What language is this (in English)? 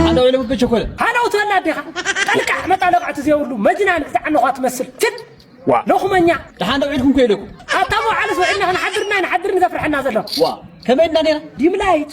Tigrinya